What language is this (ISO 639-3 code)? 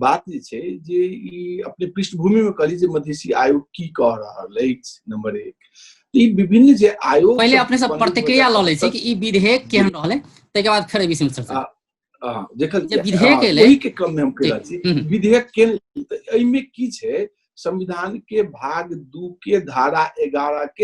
mai